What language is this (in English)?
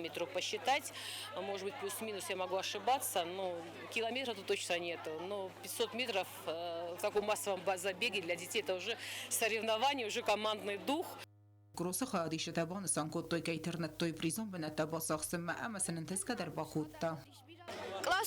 Ossetic